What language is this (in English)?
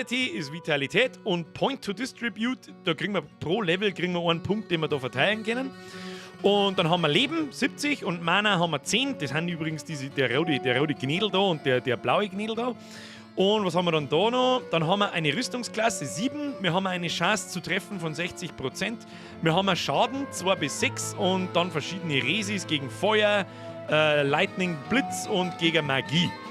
Bavarian